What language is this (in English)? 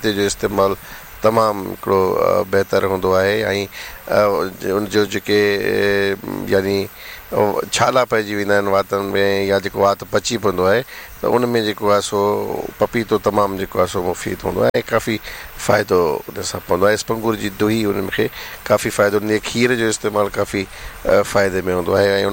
Sindhi